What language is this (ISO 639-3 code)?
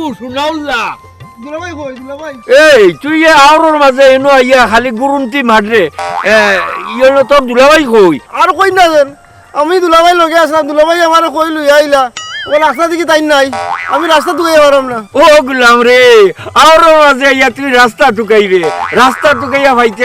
syl